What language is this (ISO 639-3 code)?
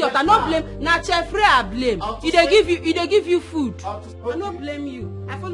pcm